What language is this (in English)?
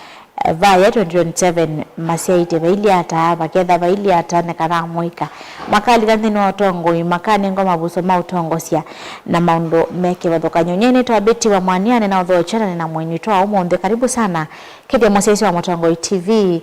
Kamba